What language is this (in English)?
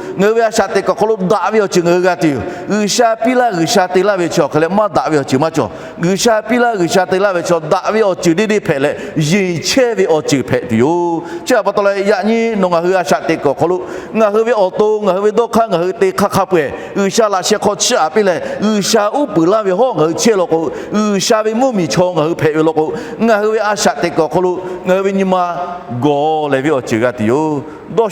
Lahu